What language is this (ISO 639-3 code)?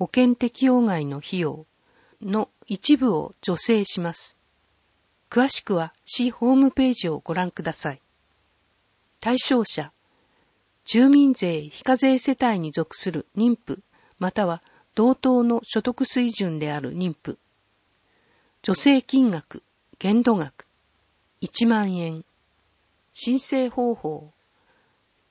jpn